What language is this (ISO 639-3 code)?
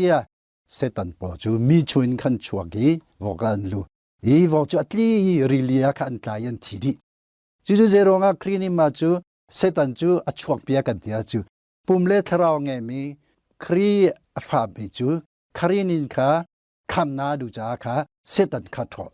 cnh